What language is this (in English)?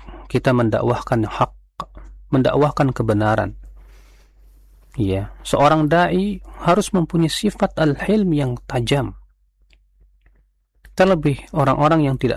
Indonesian